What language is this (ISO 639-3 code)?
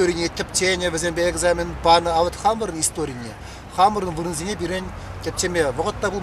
chv